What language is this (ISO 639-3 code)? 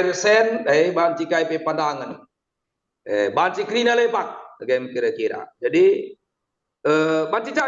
btx